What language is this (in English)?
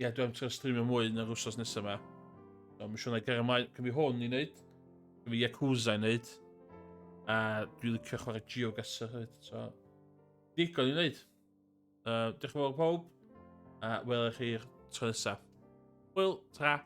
Welsh